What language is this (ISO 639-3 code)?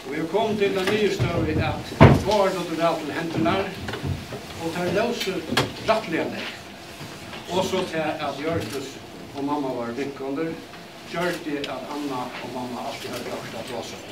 fao